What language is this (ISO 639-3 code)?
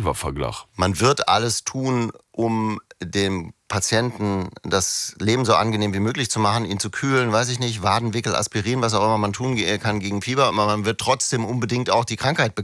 ltz